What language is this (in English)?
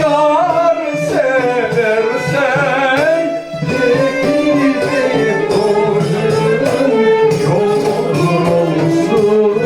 Crimean Tatar